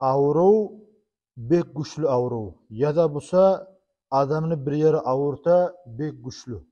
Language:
Kumyk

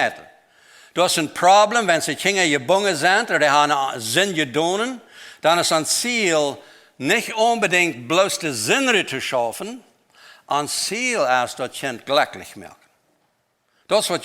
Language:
Plautdietsch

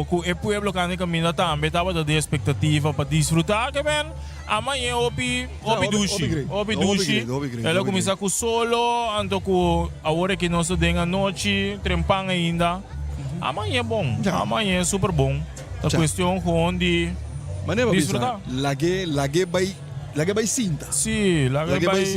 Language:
Papiamento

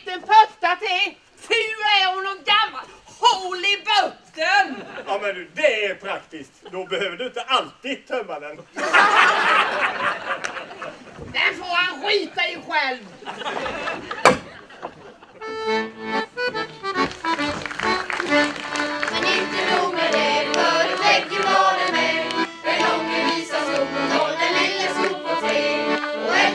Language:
Swedish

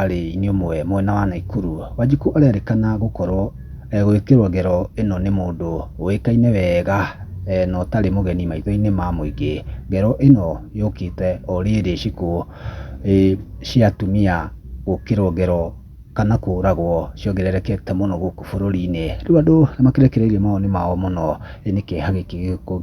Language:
Kikuyu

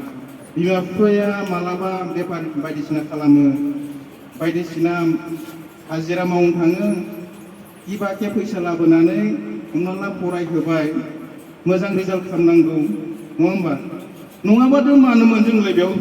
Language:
Bodo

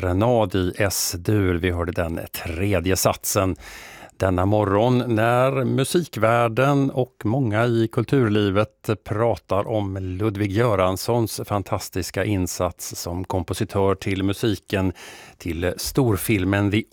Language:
Swedish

